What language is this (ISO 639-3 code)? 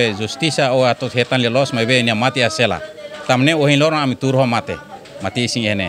tet